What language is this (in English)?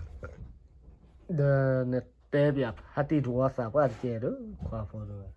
S'gaw Karen